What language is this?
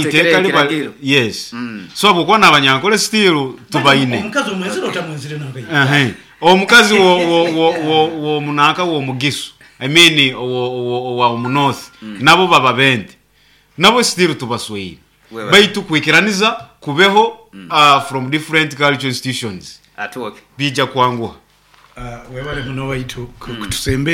Nyoro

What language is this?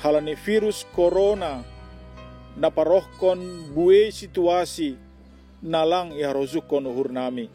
Batak Simalungun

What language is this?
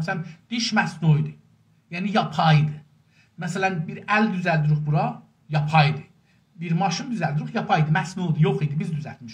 South Azerbaijani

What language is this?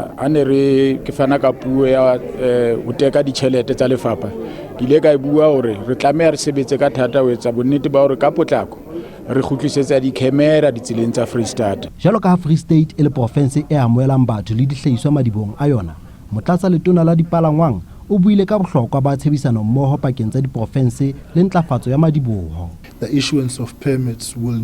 Southern Sotho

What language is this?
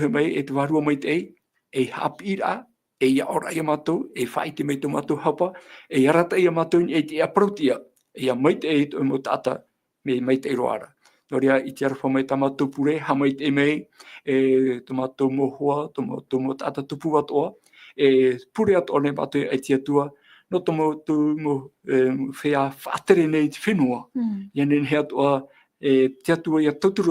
Tahitian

